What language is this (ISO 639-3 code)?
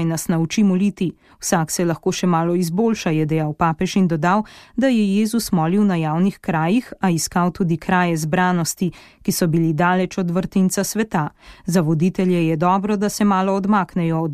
slv